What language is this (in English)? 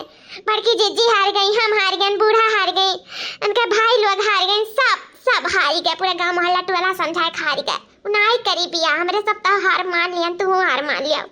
Awadhi